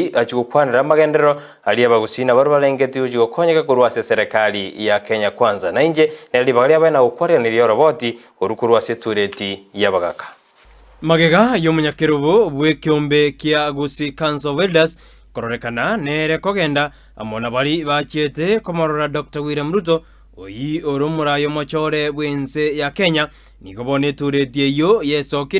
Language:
Gusii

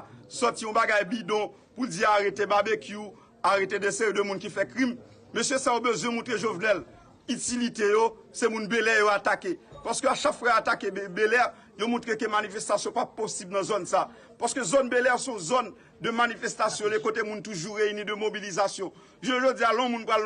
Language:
Haitian Creole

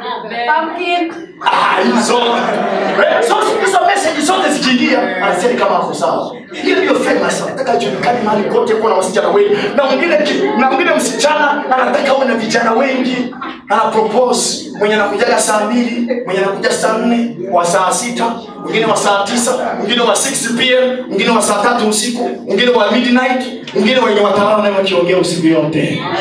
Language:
Swahili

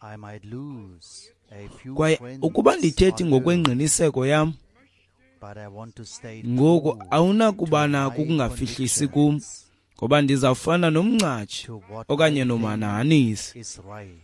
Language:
Xhosa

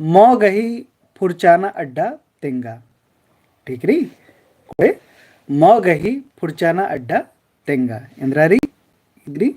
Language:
Kurukh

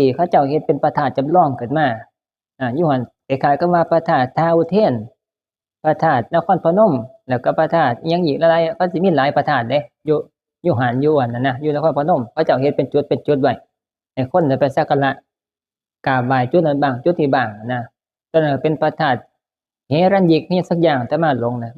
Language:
Northeastern Thai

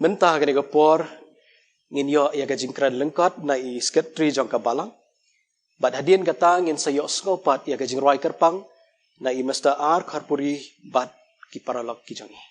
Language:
Khasi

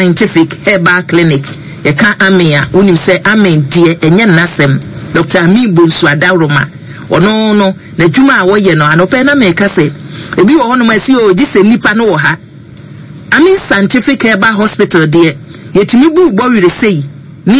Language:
Akan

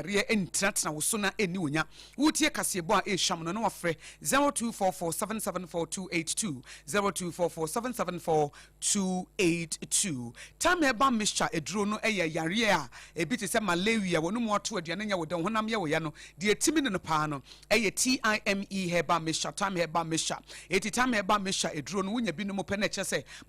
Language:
Akan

